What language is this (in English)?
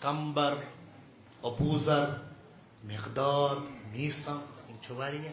Kashmiri